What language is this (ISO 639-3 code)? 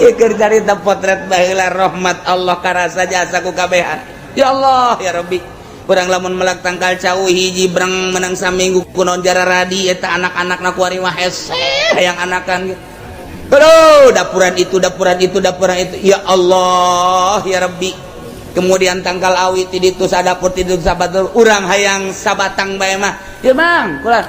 sun